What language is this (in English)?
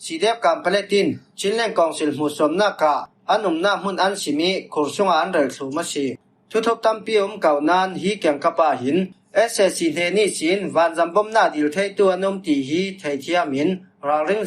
Falam Chin